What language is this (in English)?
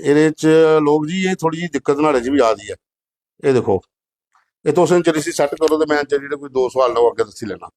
Dogri